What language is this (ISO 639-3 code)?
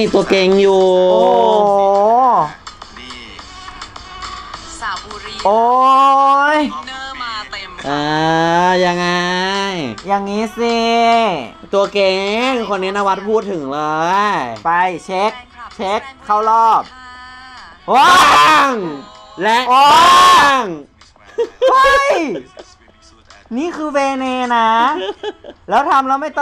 tha